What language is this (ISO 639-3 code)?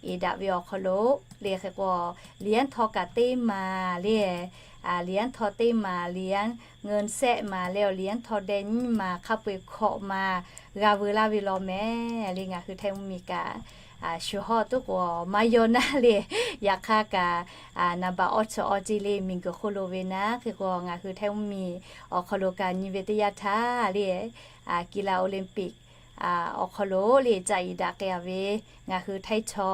lhu